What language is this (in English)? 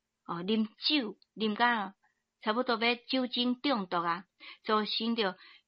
Min Nan Chinese